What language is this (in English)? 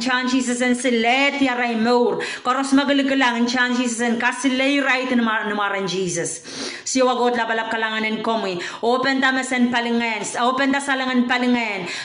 Pohnpeian